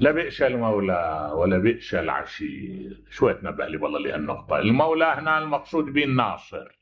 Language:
Mesopotamian Arabic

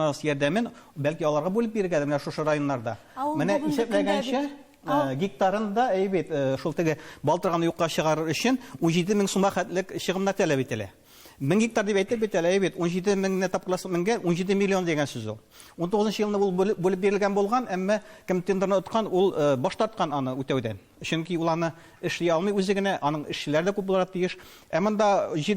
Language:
Tatar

